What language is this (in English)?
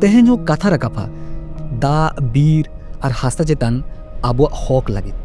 Santali